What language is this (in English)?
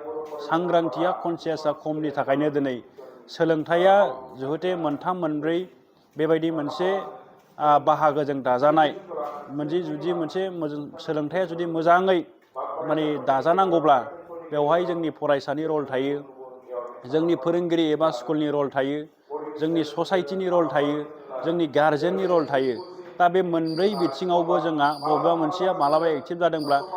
Bodo